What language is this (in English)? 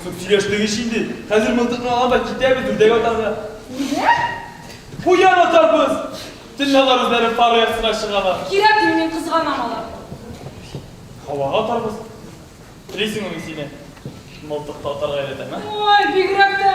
Tatar